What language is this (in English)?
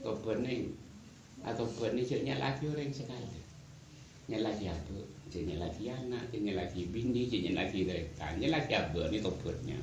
Madurese